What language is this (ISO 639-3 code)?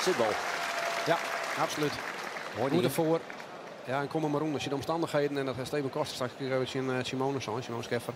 fry